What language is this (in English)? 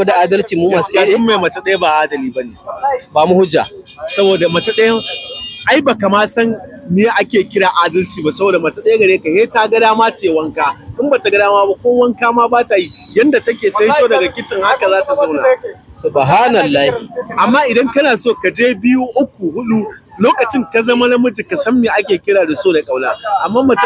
Hausa